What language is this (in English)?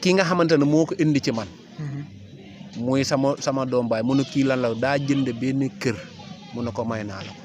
Wolof